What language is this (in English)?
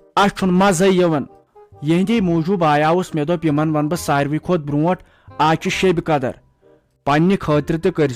Kashmiri